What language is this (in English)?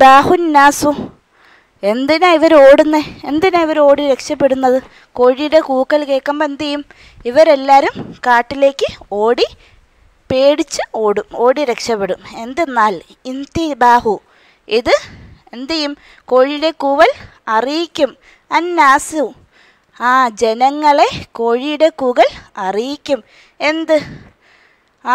Malayalam